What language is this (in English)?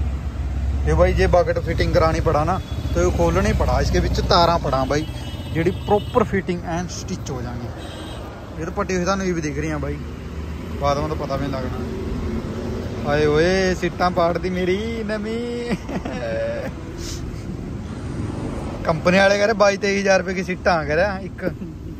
Hindi